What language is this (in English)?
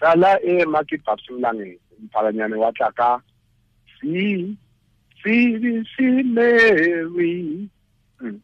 Tswana